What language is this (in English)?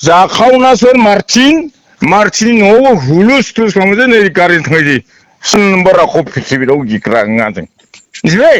Bodo